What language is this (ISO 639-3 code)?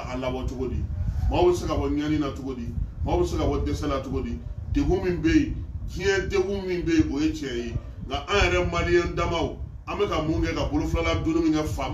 bam